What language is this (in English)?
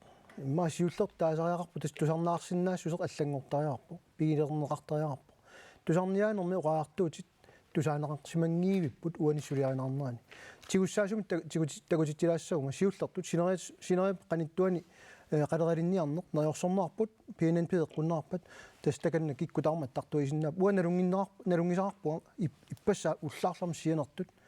Kalaallisut